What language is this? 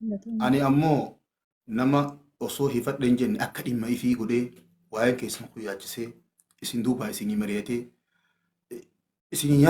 Oromo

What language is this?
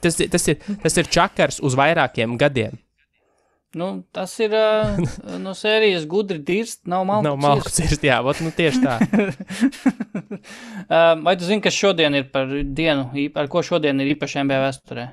Latvian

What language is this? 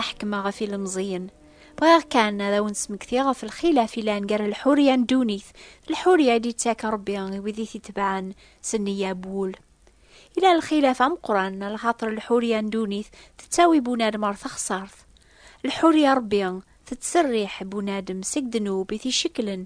Kabyle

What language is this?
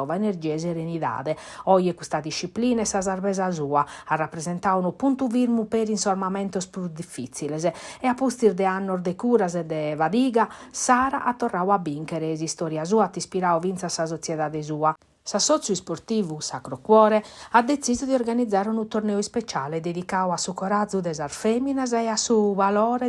Sardinian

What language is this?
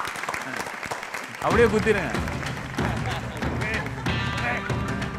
Tamil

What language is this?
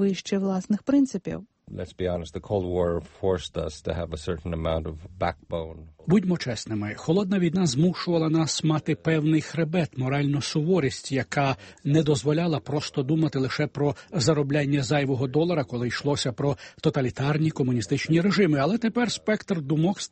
Ukrainian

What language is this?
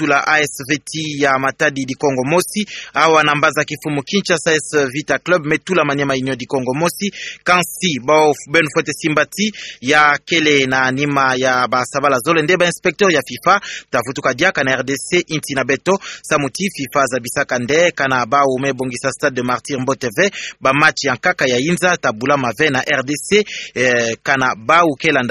Kituba (Democratic Republic of Congo)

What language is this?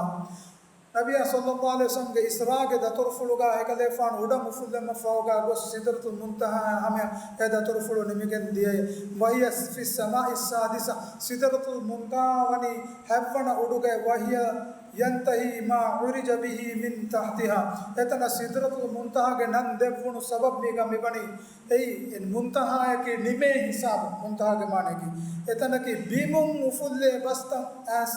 Divehi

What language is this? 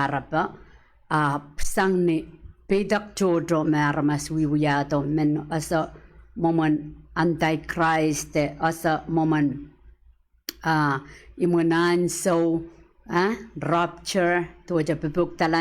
Pohnpeian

